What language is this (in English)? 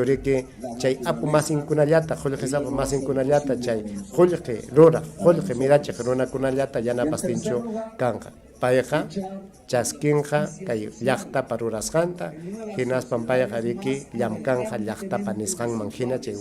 Ayacucho Quechua